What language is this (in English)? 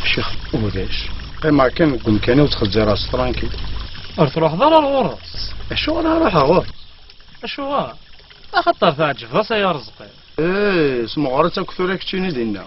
Kabyle